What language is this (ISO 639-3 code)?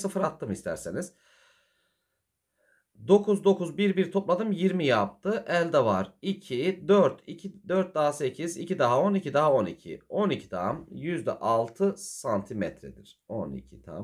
tur